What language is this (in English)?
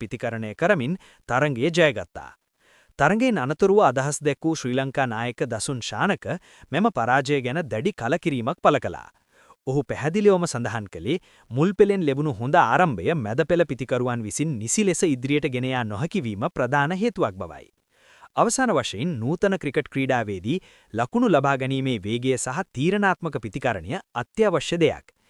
Sinhala